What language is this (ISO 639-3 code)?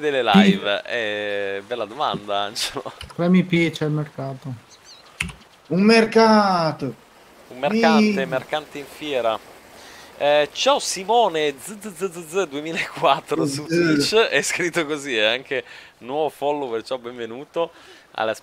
ita